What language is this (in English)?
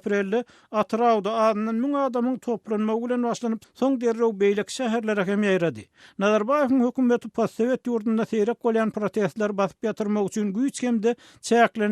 Turkmen